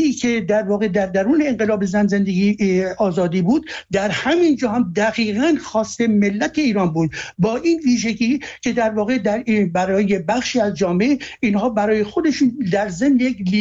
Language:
Persian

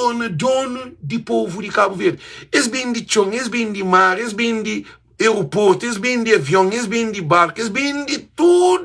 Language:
Kabuverdianu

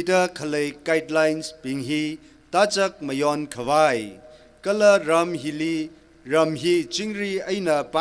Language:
Tangkhul Naga (India)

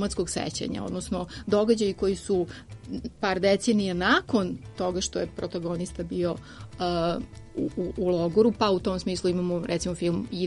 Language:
Serbian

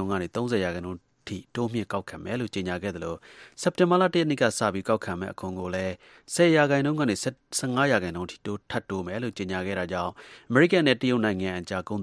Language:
Burmese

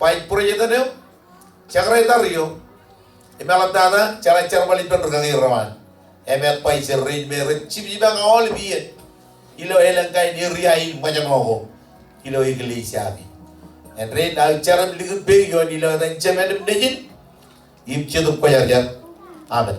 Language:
Marshallese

